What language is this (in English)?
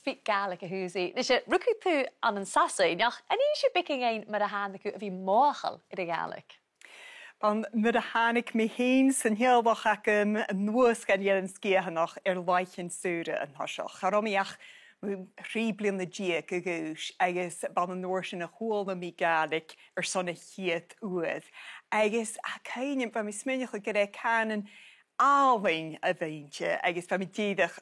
Scottish Gaelic